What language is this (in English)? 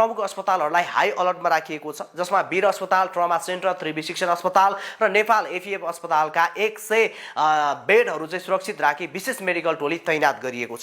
Nepali